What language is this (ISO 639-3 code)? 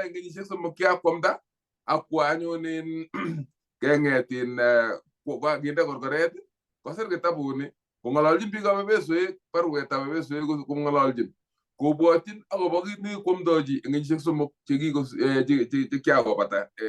kln